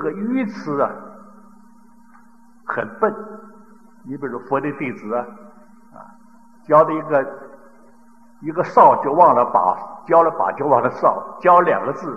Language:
Chinese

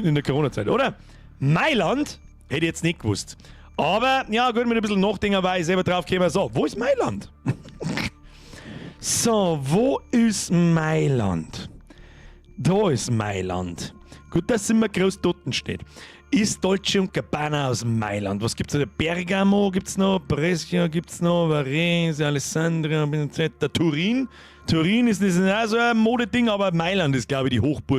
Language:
Bavarian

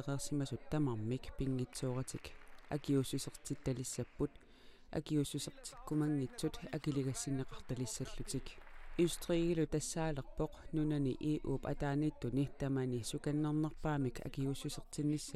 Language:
Kalaallisut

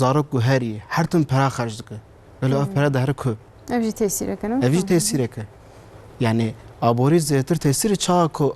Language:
Kurdish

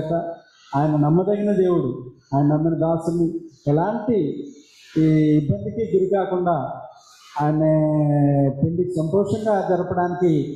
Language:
Telugu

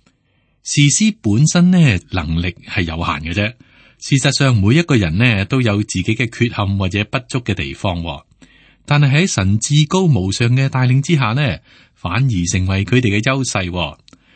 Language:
Cantonese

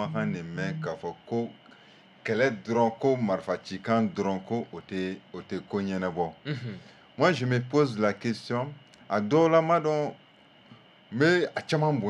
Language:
Bambara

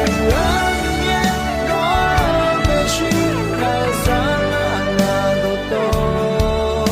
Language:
Akha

